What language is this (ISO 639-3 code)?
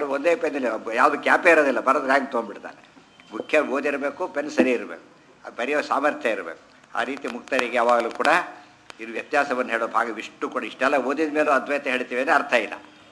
kan